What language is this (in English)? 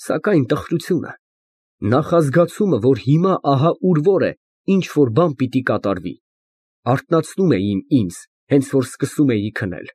Armenian